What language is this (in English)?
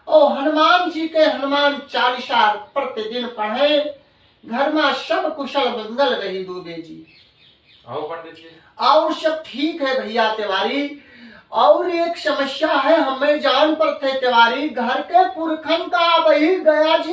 Awadhi